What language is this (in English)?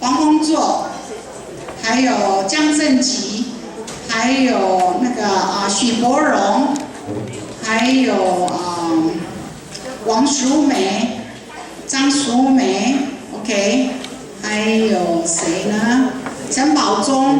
Min Nan Chinese